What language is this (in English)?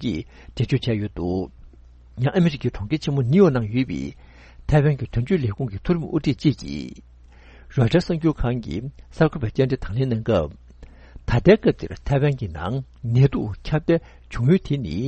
Tibetan